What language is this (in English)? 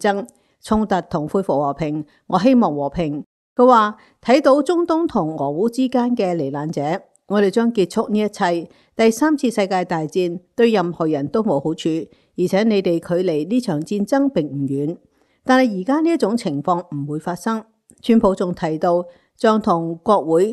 Cantonese